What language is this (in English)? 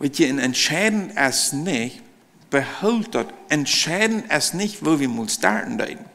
Plautdietsch